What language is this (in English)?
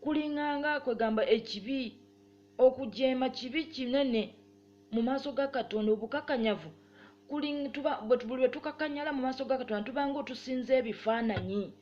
Ganda